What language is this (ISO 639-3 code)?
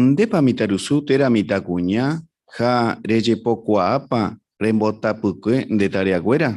grn